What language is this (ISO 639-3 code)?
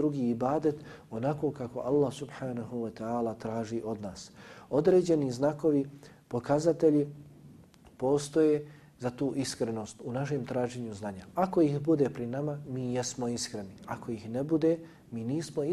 bos